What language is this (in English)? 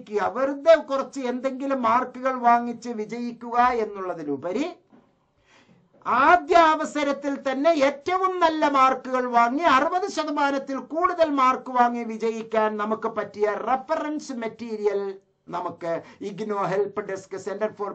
Malayalam